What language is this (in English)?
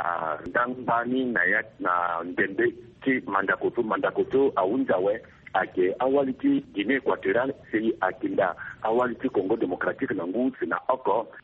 Sango